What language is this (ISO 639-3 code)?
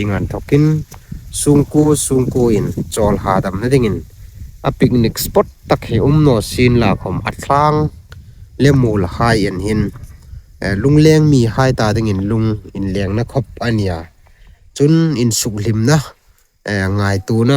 hmr